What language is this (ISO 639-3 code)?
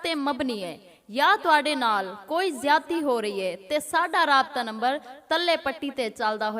lah